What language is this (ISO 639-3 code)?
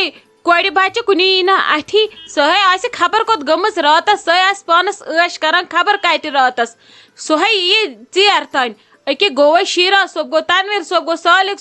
kas